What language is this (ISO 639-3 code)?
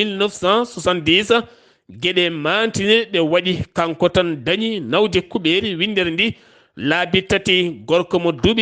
ful